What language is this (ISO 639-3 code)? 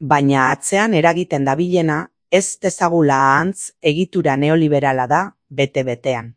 eus